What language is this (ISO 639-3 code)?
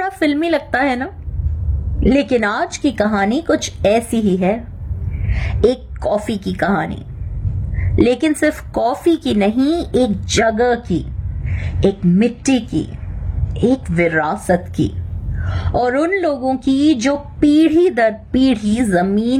hin